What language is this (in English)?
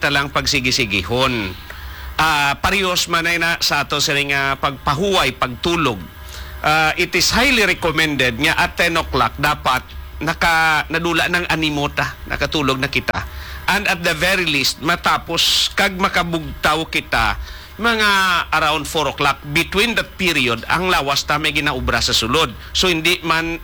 Hiligaynon